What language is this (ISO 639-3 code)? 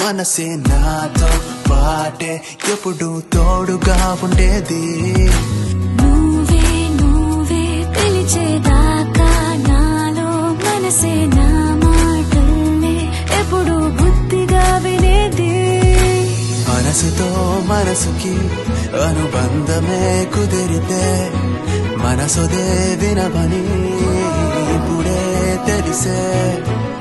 tel